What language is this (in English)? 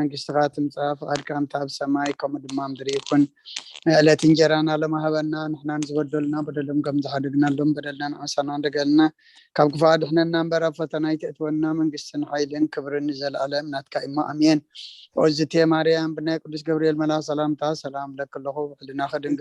Tigrinya